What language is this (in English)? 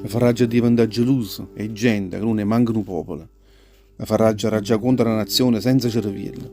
Neapolitan